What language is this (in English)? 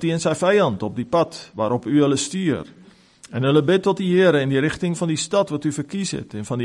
Afrikaans